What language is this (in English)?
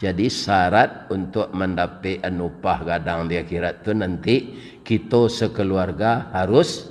Minangkabau